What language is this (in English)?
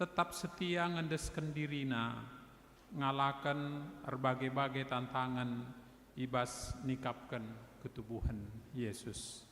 Batak Karo